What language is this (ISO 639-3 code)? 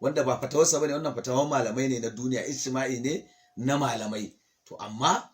hau